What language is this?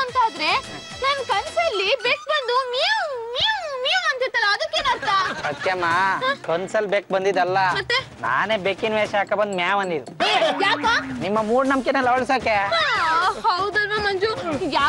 Kannada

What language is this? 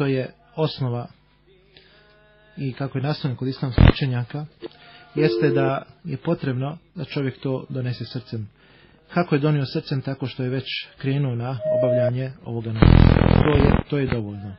Bosnian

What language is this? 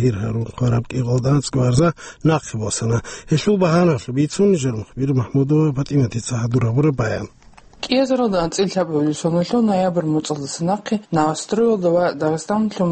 Avaric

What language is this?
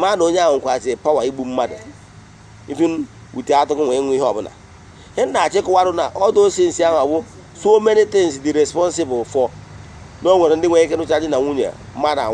Igbo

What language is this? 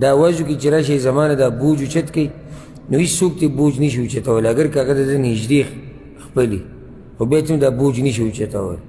Pashto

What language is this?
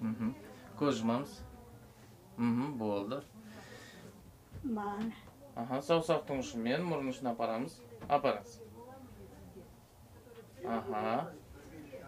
Kazakh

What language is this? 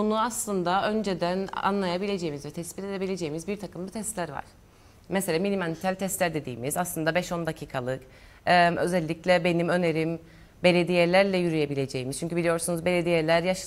Turkish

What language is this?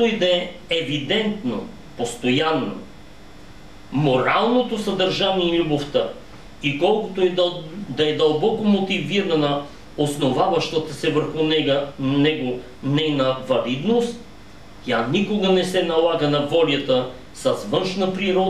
Bulgarian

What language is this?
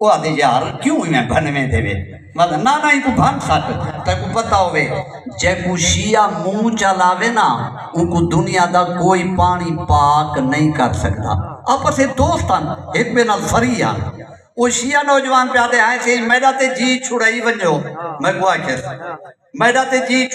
Saraiki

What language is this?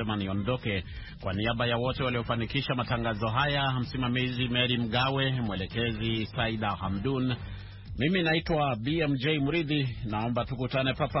Swahili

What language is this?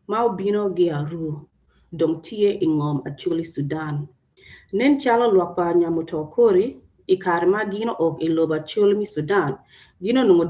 Acoli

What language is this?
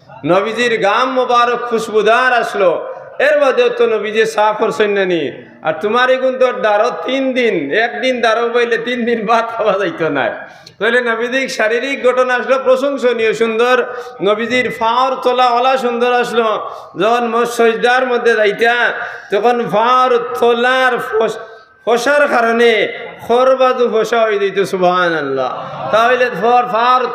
Sylheti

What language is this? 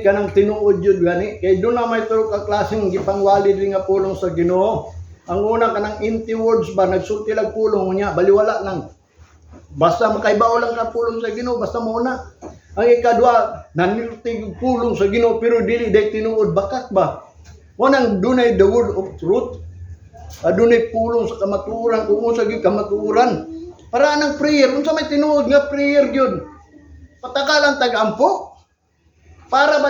Cebuano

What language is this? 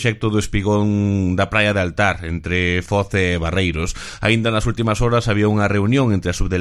Galician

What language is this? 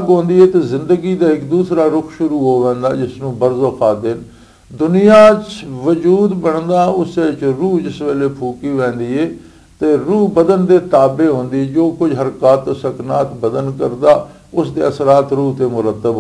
Western Panjabi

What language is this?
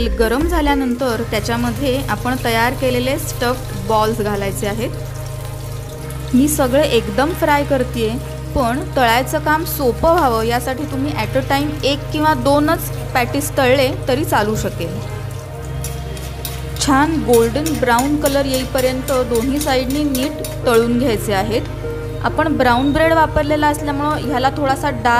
Marathi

